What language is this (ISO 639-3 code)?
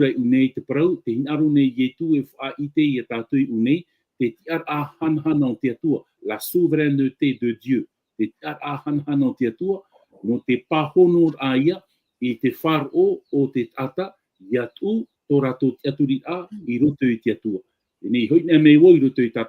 tah